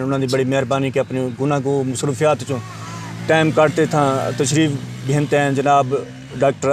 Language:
Saraiki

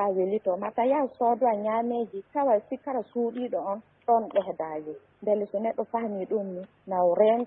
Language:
Fula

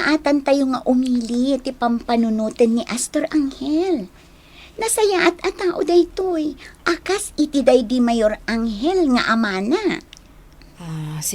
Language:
Iloko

